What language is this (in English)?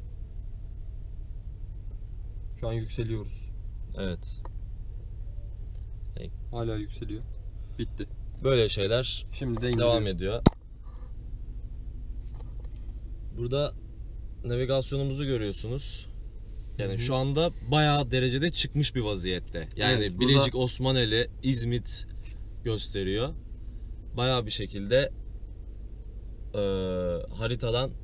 Turkish